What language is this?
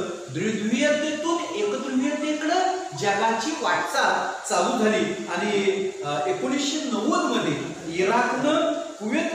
Marathi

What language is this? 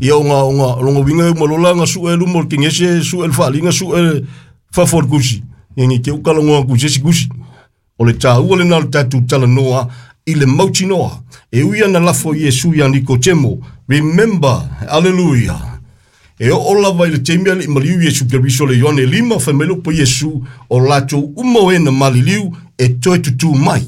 Samoan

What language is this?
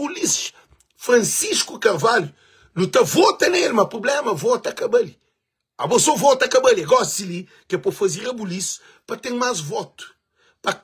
Kabuverdianu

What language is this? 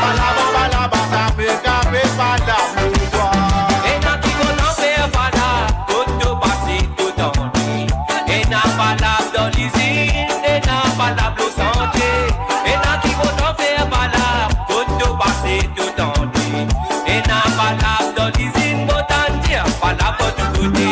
Morisyen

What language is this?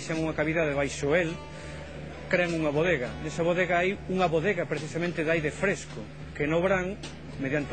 Galician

